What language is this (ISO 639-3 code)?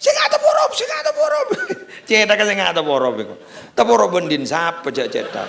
mad